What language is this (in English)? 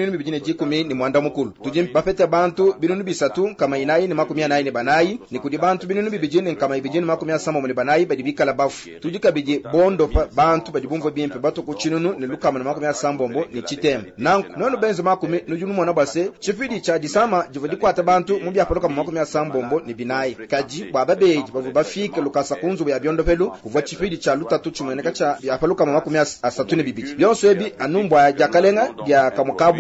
Luba-Lulua